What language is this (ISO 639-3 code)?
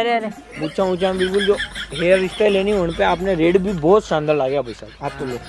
mtr